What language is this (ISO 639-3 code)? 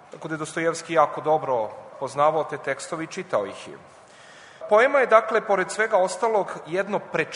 srp